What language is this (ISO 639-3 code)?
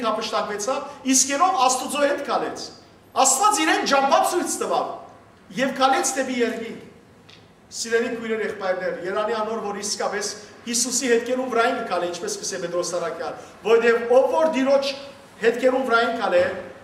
hyw